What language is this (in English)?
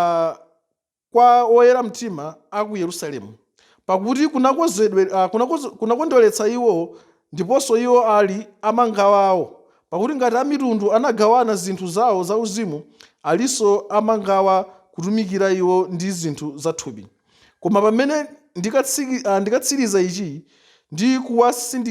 Nyanja